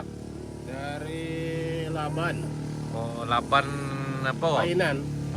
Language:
Minangkabau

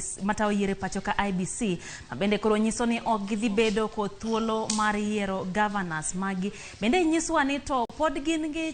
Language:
Luo (Kenya and Tanzania)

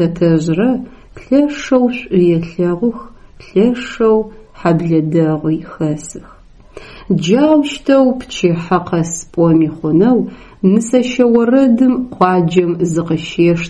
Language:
Adyghe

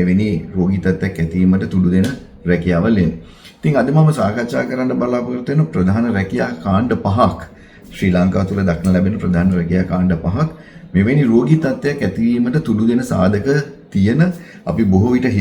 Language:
Sinhala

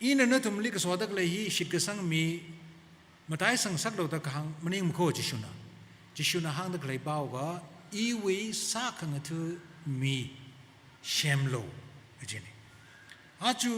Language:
Tangkhul Naga (India)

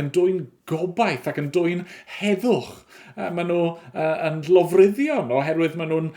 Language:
Welsh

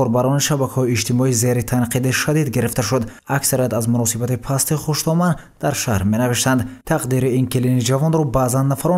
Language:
Tajik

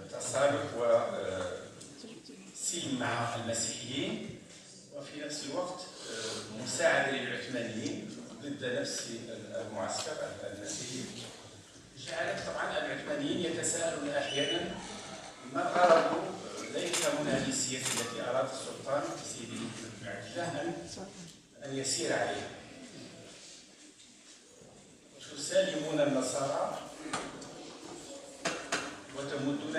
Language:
Arabic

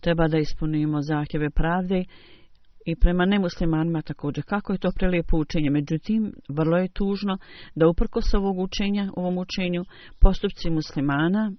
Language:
Bosnian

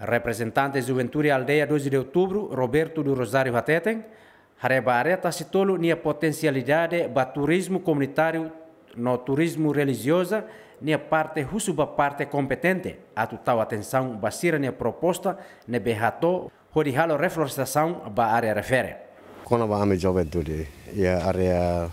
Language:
Tetum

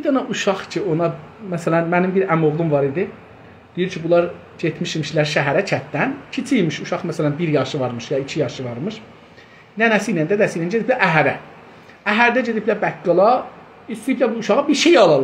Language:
South Azerbaijani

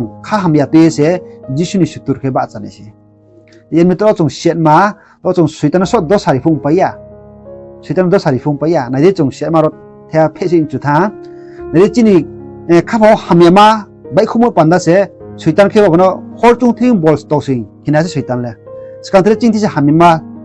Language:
Riang (India)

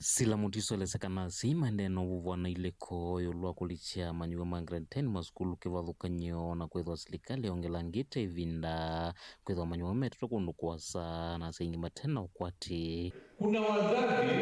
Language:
Kamba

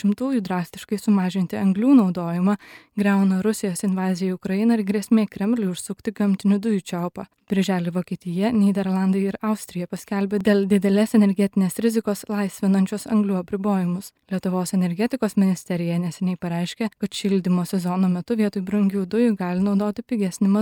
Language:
Lithuanian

